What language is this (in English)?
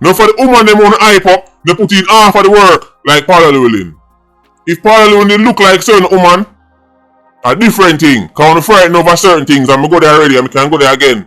Jamaican Creole English